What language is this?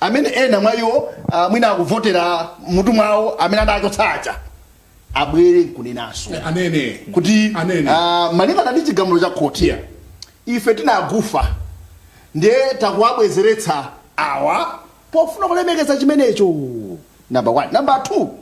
Nyanja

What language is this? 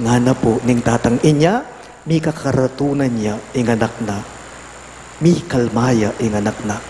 Pampanga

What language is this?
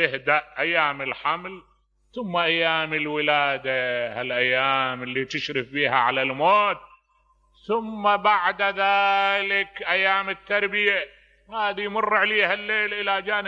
Mesopotamian Arabic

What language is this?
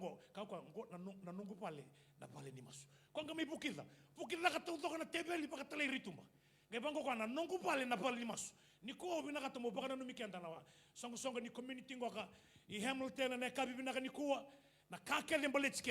Fijian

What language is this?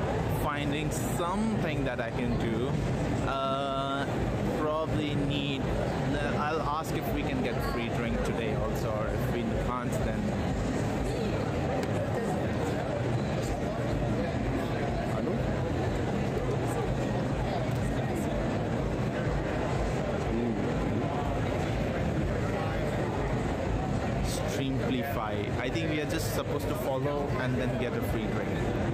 English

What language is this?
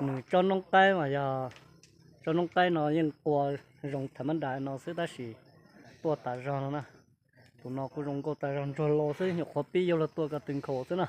Hmong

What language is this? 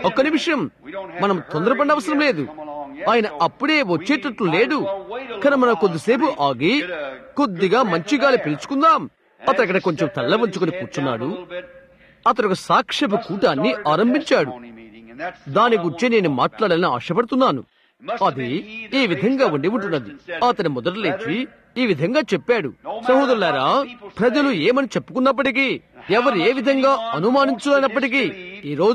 Telugu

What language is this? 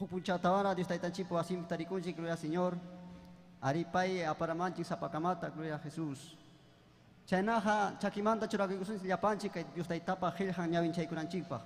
Ayacucho Quechua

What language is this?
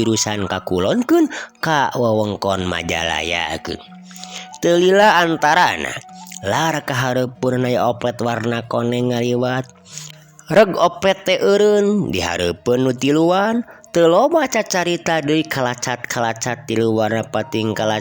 Sundanese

